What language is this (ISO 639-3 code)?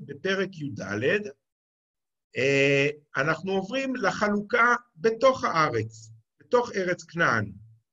heb